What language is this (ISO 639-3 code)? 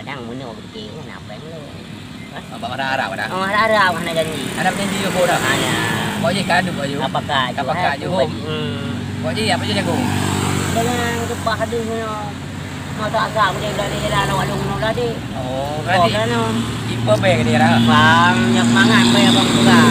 ace